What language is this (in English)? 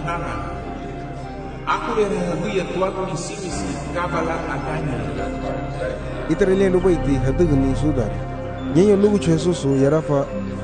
Garifuna